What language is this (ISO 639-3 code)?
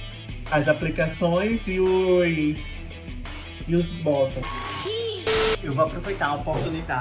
por